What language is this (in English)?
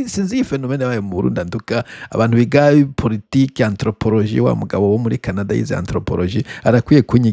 Rundi